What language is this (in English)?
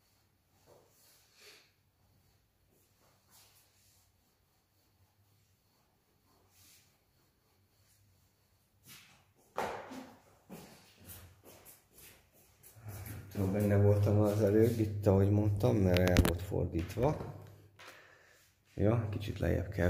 Hungarian